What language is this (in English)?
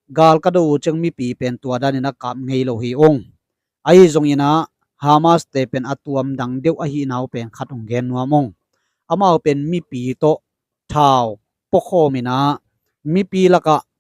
Tedim Chin